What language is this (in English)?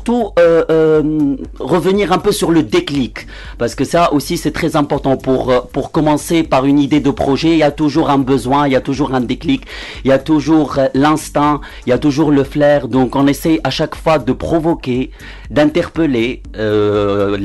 French